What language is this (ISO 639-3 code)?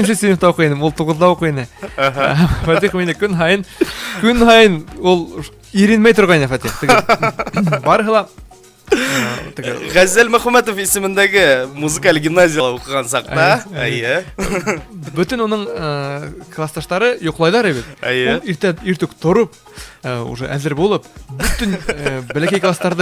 bak